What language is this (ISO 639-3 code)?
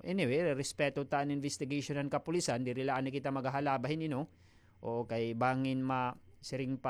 war